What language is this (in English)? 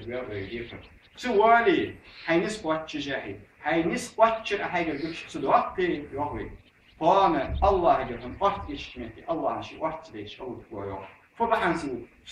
Ingush